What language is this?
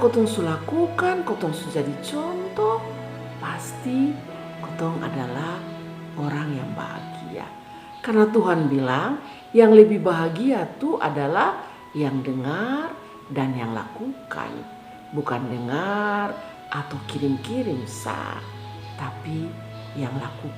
Kupang Malay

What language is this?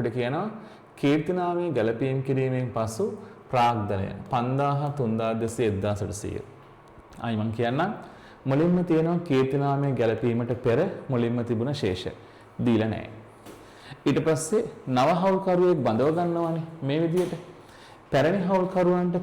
Sinhala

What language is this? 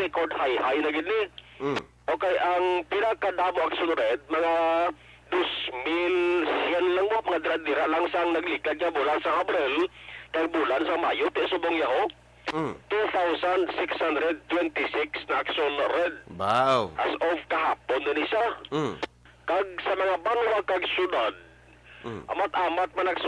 Hiligaynon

